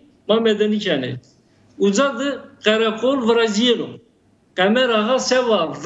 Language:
Zaza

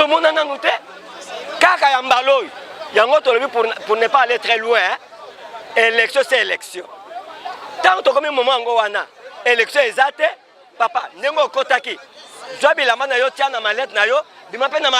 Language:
Lingala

